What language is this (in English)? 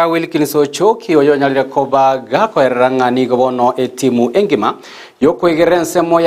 Gusii